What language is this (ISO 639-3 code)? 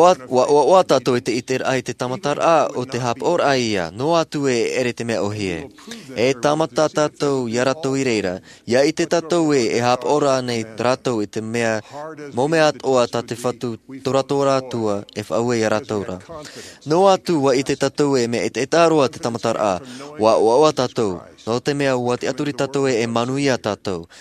tah